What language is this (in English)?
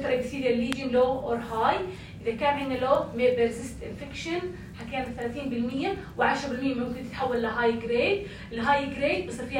North Levantine Arabic